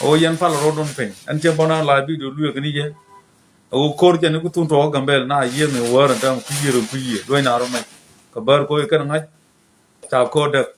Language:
Nuer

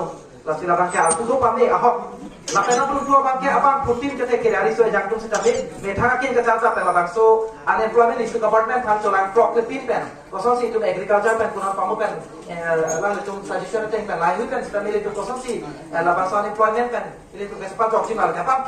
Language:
Karbi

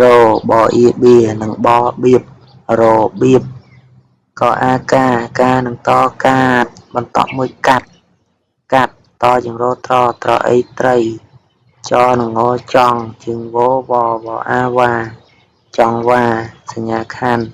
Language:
Khmer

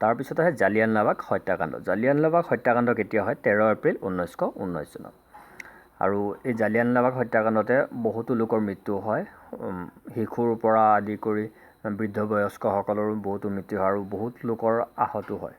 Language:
Assamese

